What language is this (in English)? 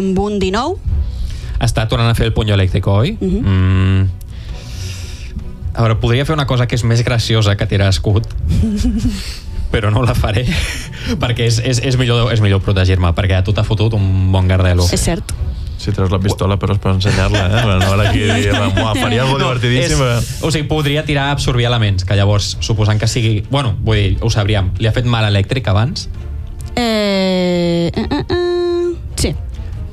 Catalan